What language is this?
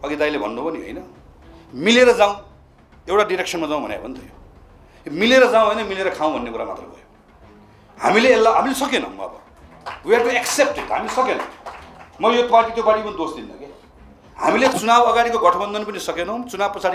Nepali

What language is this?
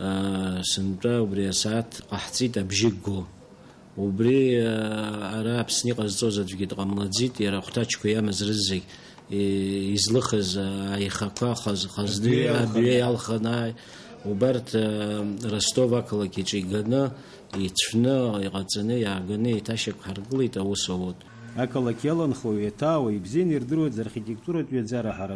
Abkhazian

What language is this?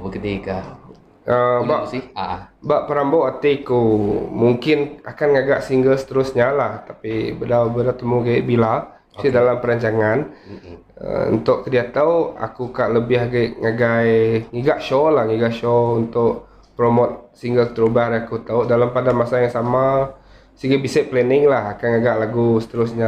Iban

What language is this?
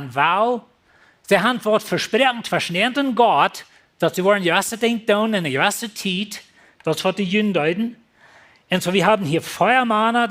Plautdietsch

